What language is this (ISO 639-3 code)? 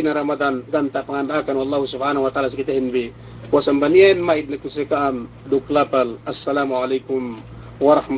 yka